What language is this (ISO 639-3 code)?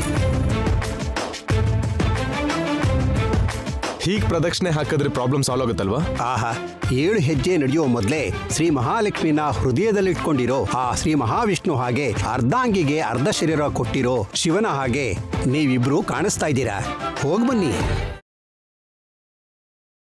kan